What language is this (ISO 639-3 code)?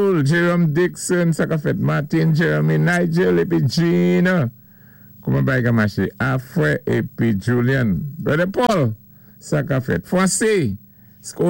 acf